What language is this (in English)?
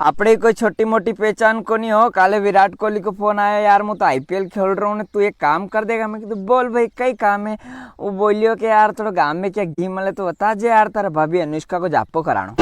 Rajasthani